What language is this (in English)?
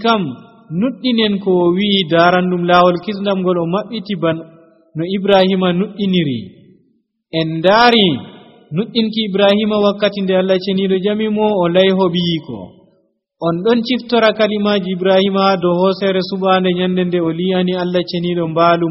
Nigerian Fulfulde